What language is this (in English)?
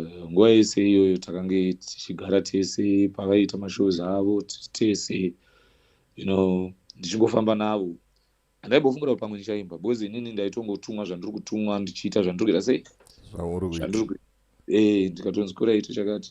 Shona